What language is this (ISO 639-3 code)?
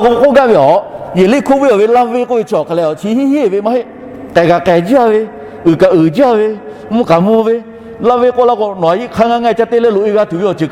lhu